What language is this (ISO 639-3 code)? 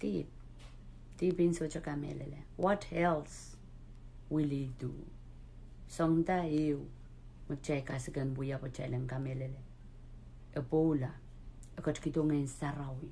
pon